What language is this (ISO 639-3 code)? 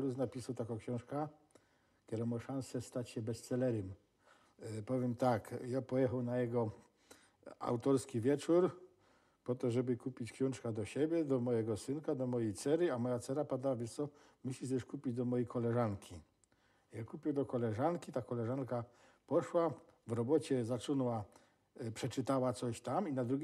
szl